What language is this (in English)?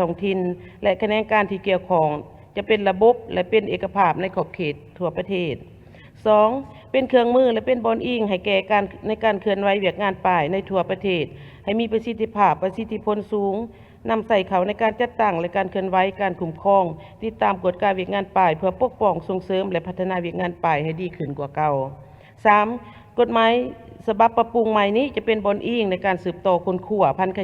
Lao